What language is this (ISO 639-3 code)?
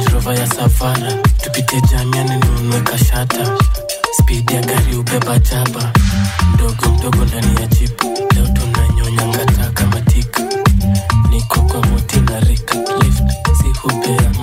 swa